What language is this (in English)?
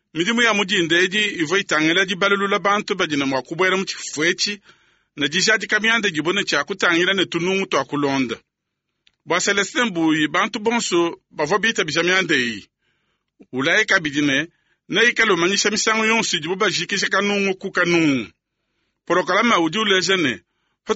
Luba-Lulua